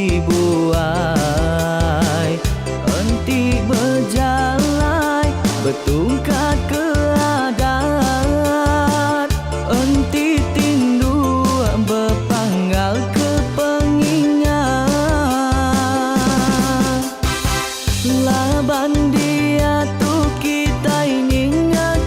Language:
Iban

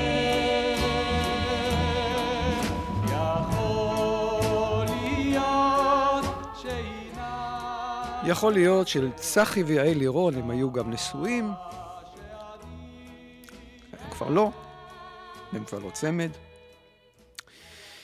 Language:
Hebrew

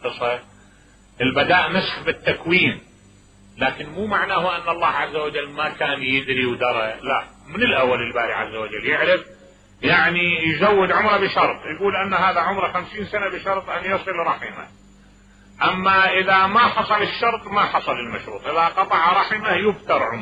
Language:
Mesopotamian Arabic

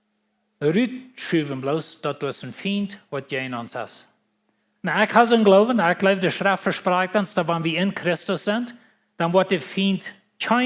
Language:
Plautdietsch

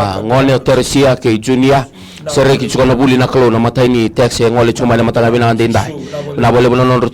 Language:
Fijian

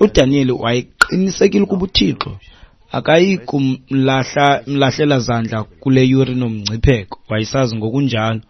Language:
Xhosa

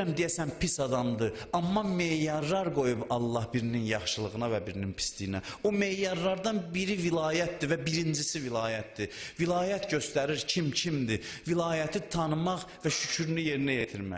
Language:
Azerbaijani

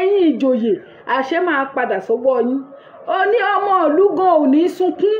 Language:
Yoruba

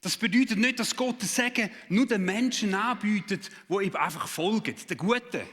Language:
Swiss German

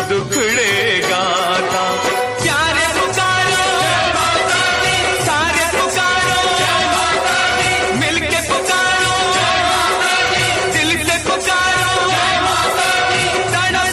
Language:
Hindi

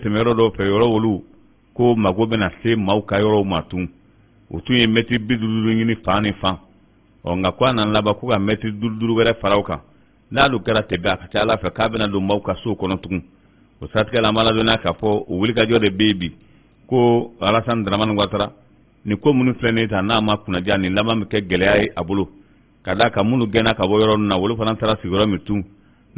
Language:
Bambara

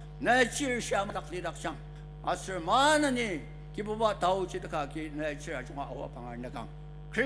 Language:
Ao Naga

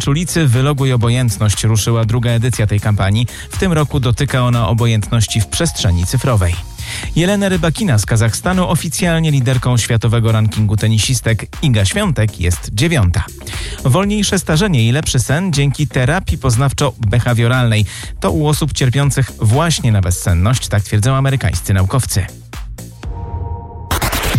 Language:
Polish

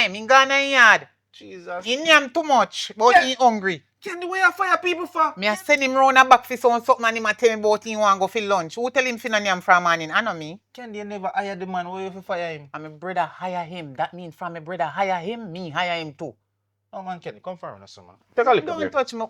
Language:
Jamaican Creole English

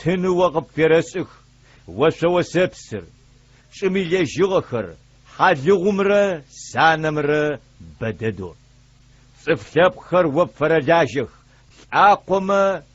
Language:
Adyghe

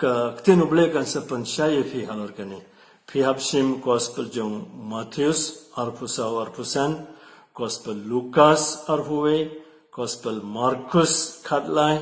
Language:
Khasi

